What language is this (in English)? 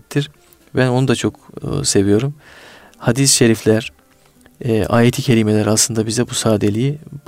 Turkish